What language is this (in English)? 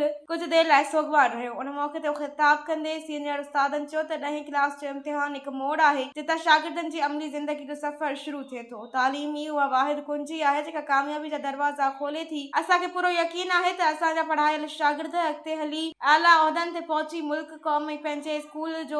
Sindhi